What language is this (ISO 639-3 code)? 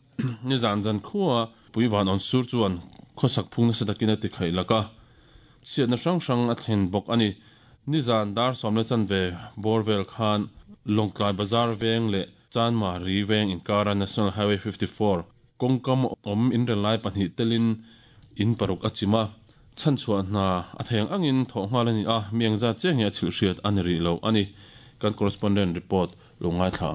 lus